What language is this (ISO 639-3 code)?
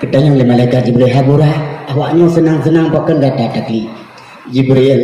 ace